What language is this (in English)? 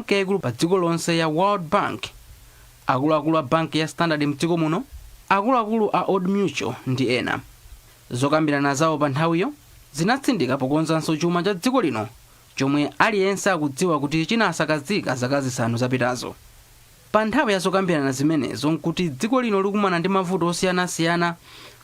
Nyanja